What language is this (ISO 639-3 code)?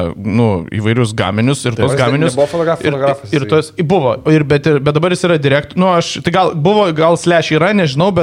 lit